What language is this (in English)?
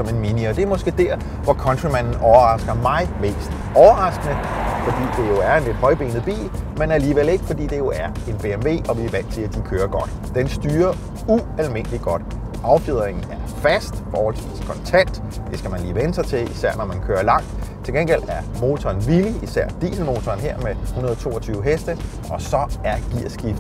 Danish